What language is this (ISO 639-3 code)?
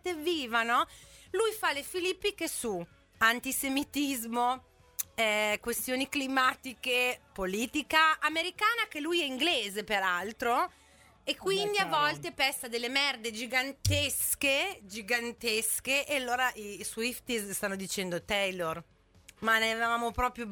ita